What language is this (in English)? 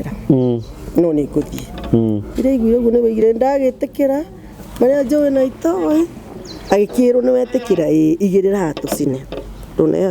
Kikuyu